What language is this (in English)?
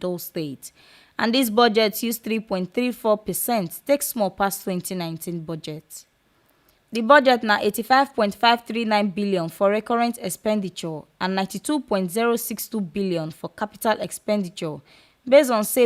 Nigerian Pidgin